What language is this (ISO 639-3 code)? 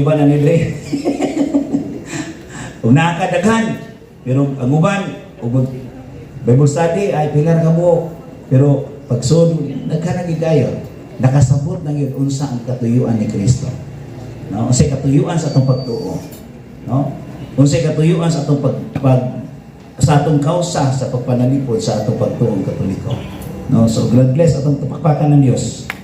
ceb